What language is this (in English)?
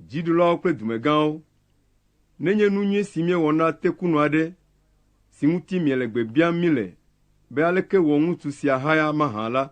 Ewe